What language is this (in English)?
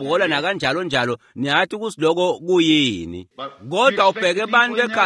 Swati